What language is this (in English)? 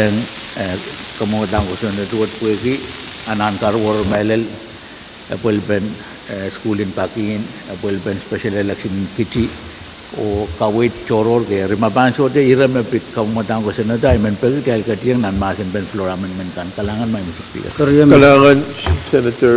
Pohnpeian